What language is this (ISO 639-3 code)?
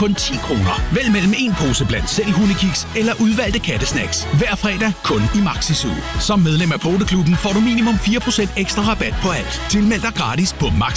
dan